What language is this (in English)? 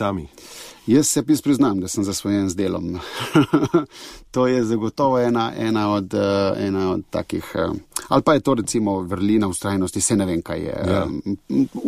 Slovenian